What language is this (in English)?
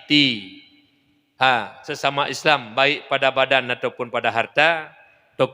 Achinese